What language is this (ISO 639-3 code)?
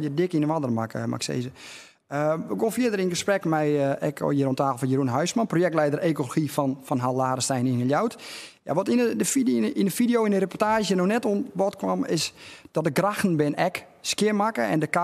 fry